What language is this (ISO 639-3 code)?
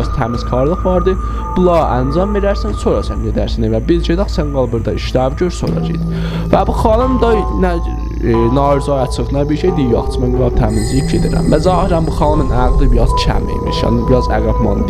azb